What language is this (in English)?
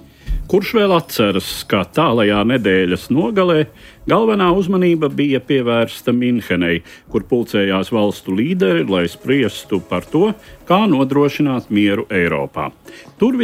Latvian